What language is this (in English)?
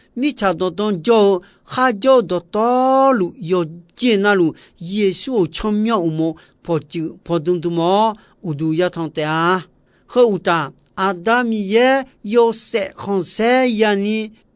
Akha